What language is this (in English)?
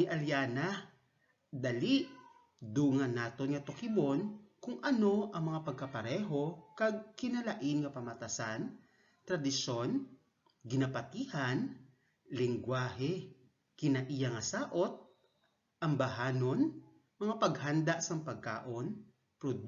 Hiligaynon